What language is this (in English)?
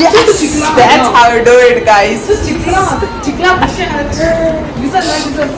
Konkani